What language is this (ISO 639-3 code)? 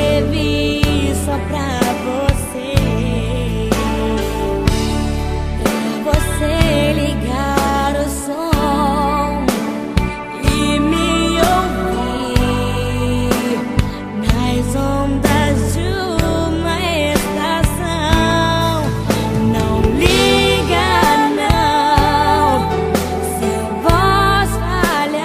por